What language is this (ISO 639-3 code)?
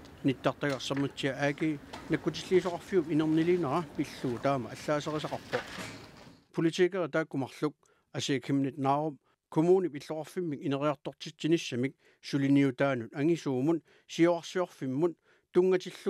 kal